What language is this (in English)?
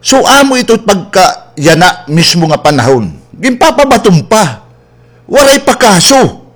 Waray